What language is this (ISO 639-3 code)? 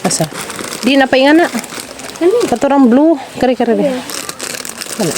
ceb